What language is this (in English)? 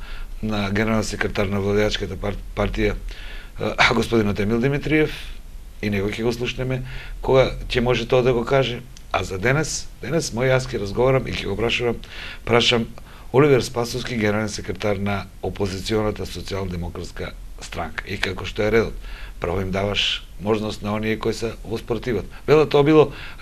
Macedonian